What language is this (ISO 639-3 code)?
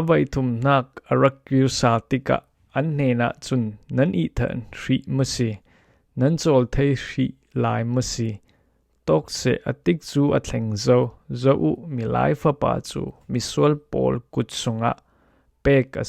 cfm